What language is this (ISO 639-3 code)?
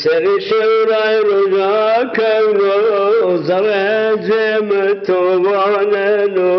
zza